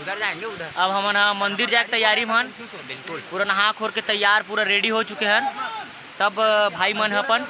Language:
Chhattisgarhi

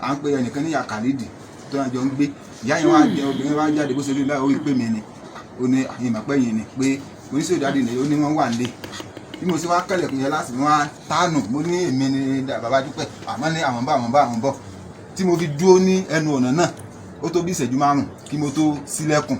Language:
Yoruba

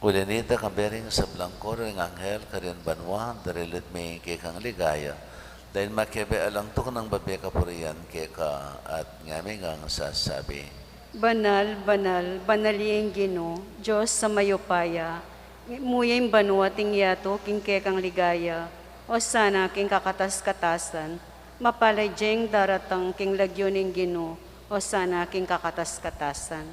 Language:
Pampanga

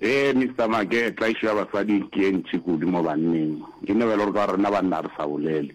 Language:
Northern Sotho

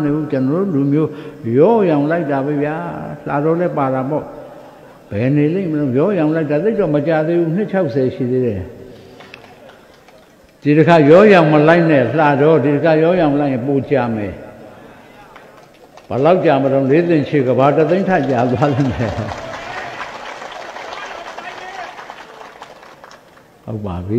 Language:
Burmese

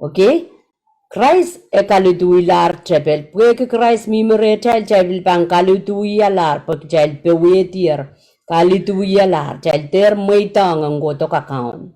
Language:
Pohnpeian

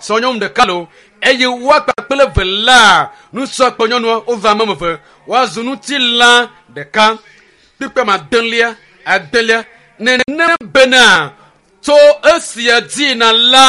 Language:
Ewe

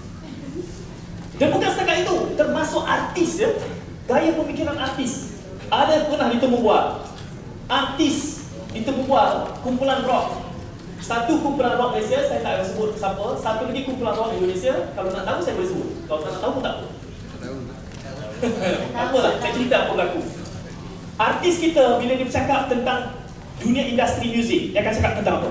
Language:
Malay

